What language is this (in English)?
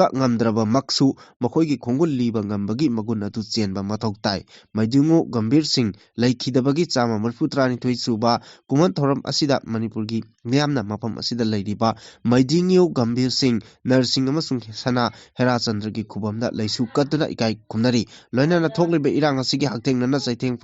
Manipuri